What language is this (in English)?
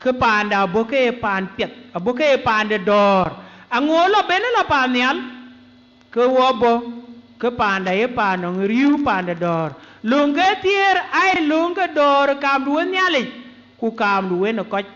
Dinka